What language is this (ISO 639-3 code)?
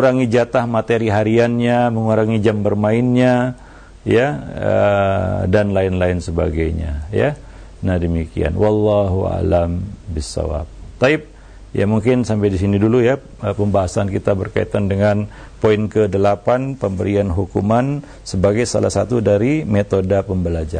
ind